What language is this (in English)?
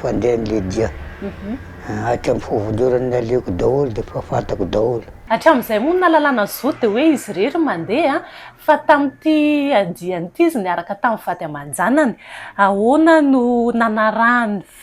Malagasy